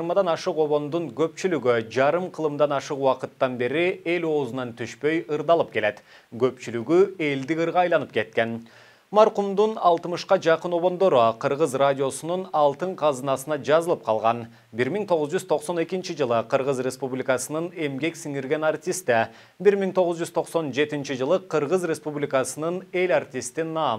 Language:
Kyrgyz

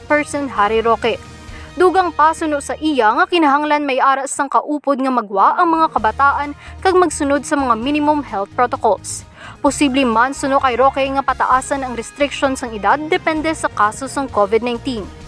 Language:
Hiligaynon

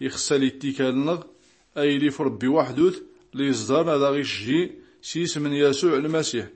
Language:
Tachelhit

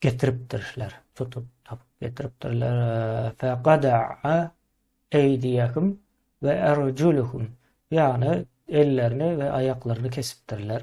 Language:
Turkmen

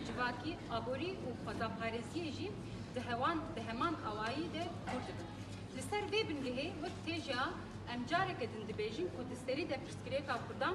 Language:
Kurdish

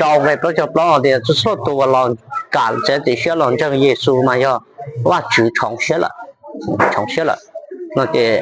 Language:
Hmong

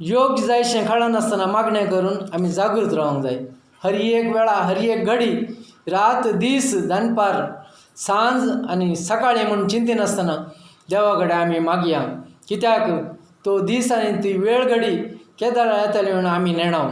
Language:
Konkani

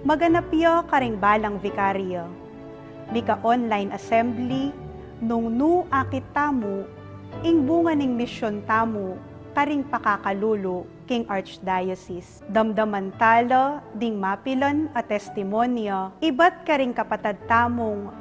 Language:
Pampanga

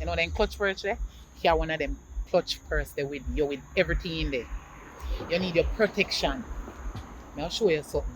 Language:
Jamaican Creole English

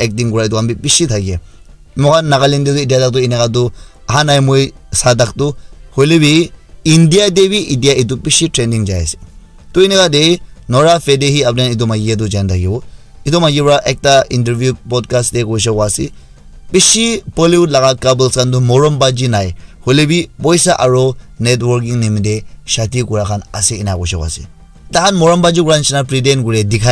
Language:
Naga Pidgin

